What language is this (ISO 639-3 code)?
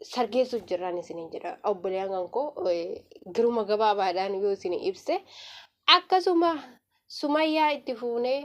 orm